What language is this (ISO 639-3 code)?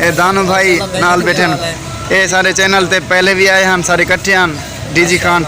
skr